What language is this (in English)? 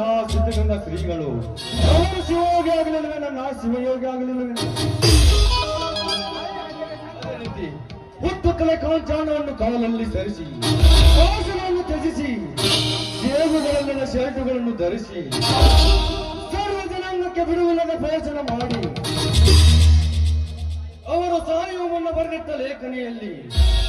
Kannada